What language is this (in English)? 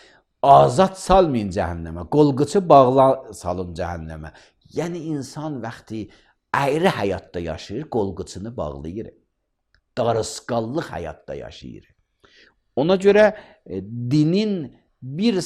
Azerbaijani